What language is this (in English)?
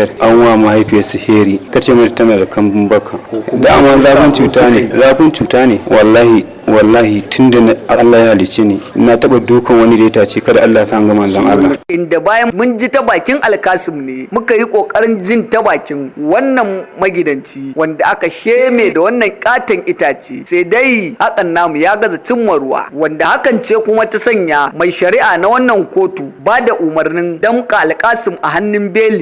Hausa